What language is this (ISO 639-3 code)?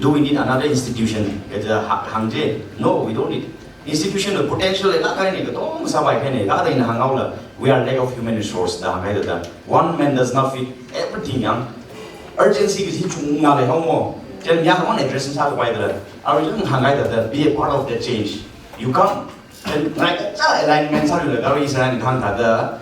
nmf